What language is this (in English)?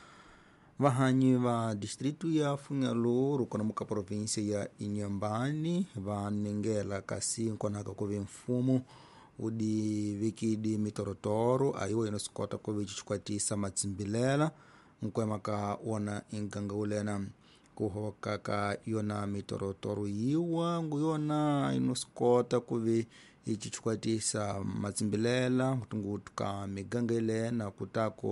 Tsonga